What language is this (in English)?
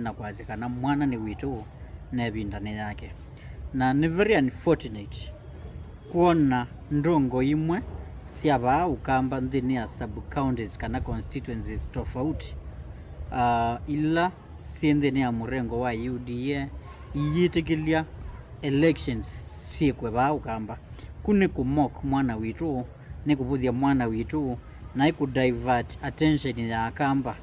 Kamba